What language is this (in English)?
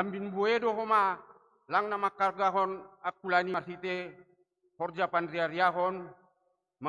Batak Simalungun